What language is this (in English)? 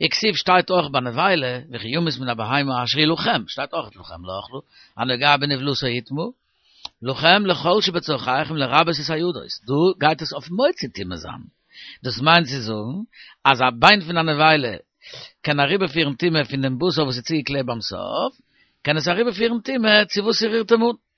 Yiddish